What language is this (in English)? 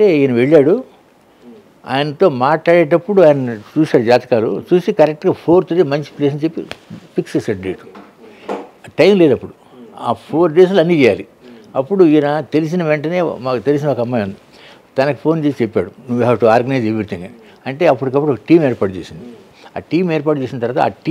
Telugu